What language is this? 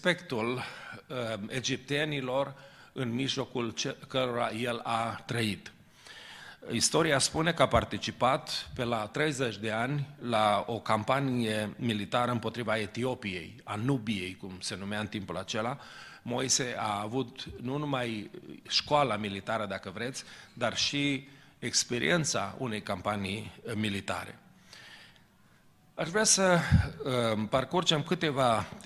Romanian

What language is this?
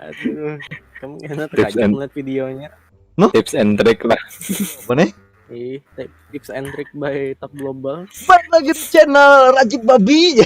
Banjar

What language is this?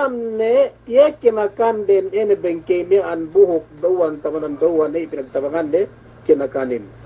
Yakan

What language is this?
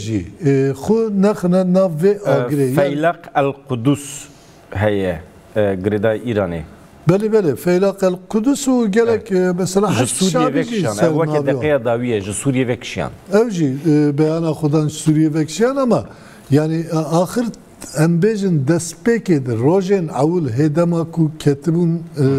Kurdish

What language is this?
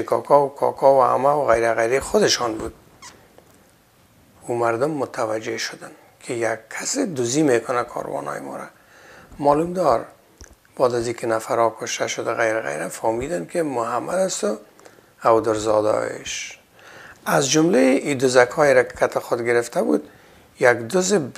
Persian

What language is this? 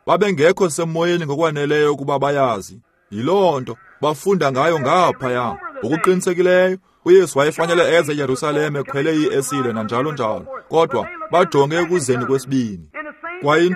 Xhosa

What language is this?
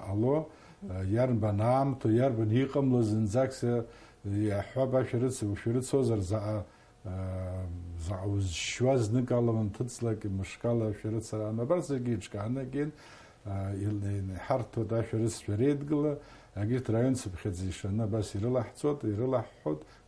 Abkhazian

